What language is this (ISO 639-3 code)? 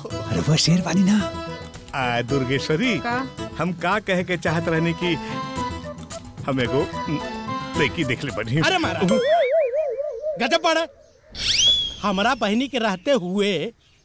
bho